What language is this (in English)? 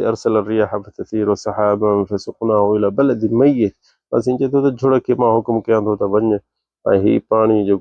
Sindhi